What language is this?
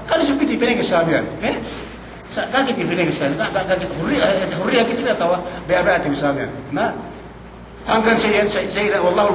Yakan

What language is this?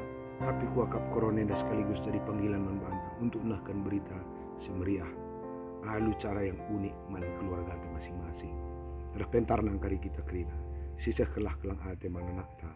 Batak Karo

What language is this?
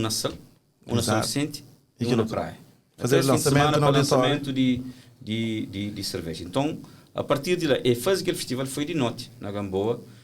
Kabuverdianu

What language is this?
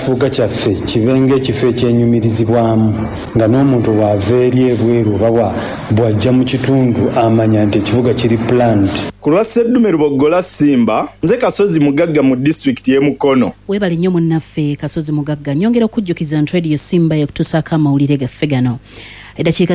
Ganda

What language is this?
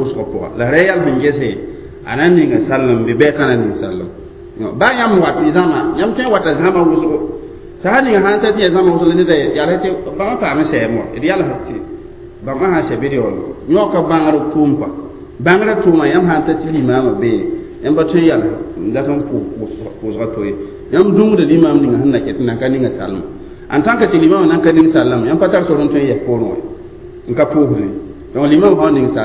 Mossi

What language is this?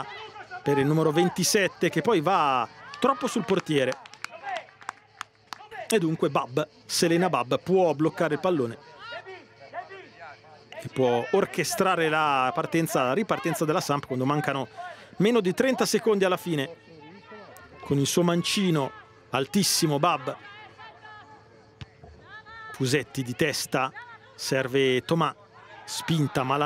Italian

